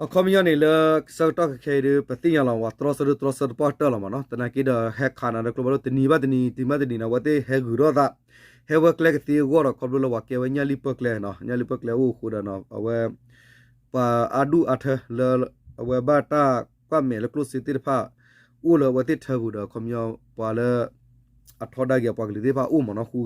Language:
S'gaw Karen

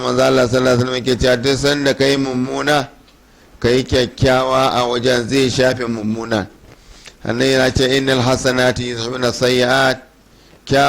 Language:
Hausa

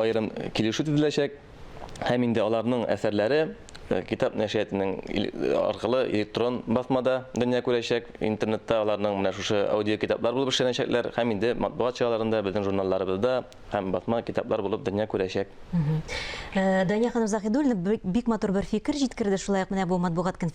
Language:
Tatar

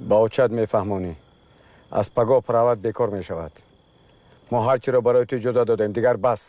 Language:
Tajik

